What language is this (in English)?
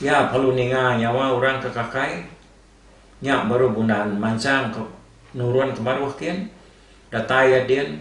Iban